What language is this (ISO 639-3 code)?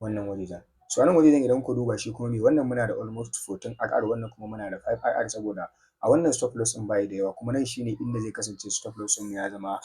hau